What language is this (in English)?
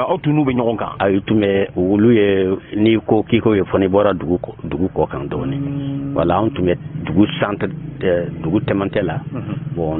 Bambara